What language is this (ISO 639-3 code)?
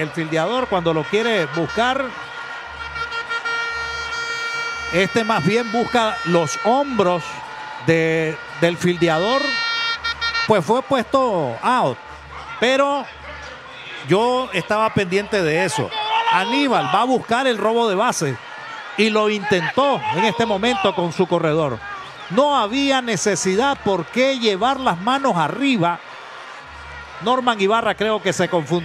spa